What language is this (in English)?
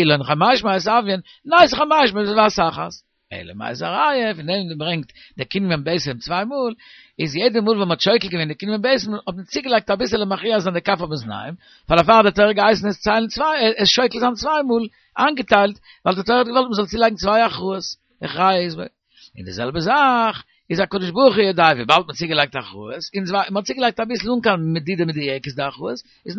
Yiddish